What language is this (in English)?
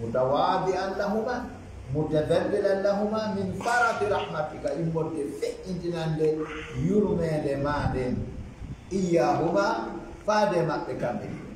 Fula